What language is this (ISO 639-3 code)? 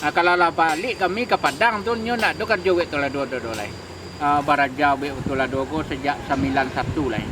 min